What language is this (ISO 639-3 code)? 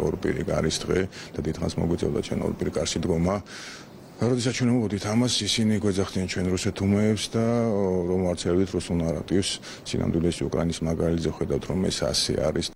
kat